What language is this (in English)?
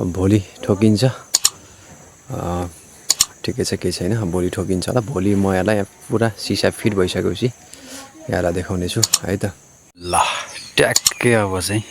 Nepali